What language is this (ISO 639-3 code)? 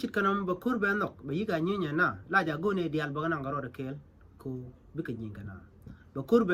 nus